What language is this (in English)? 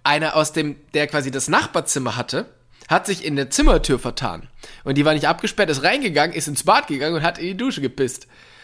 German